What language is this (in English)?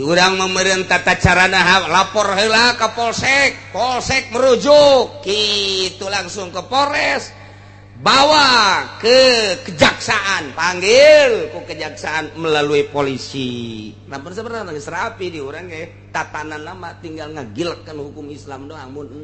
Sundanese